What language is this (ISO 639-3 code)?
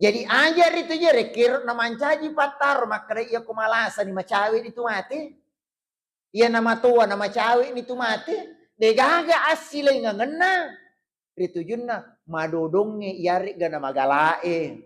bug